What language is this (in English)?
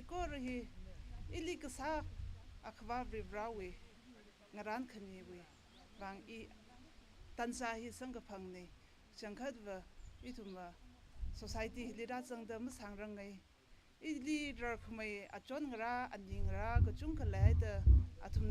Tangkhul Naga (India)